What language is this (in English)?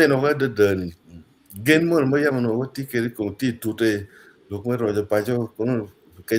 Acoli